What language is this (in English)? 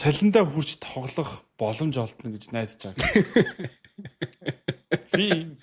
Mongolian